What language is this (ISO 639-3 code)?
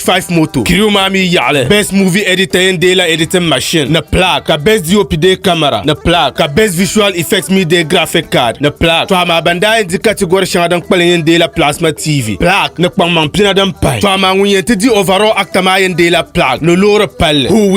dag